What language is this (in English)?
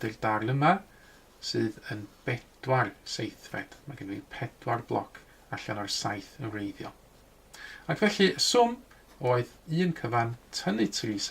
Welsh